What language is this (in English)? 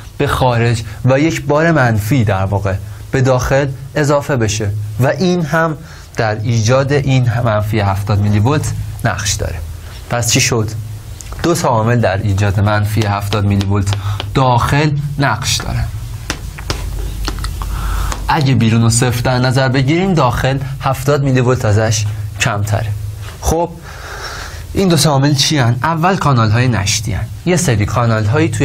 Persian